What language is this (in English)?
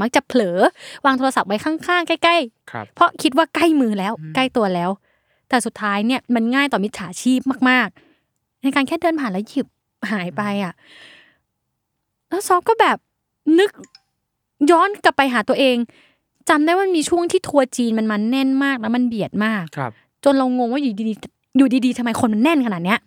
Thai